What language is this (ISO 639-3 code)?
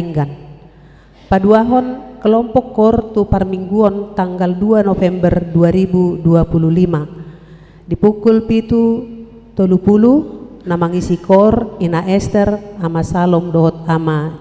bbc